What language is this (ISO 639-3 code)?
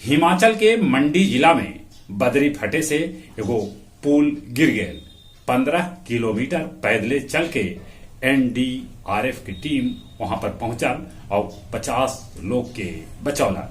mag